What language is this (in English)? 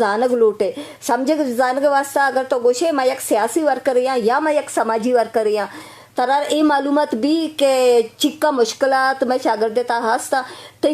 Eastern Balochi